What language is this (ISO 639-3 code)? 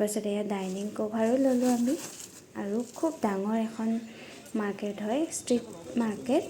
asm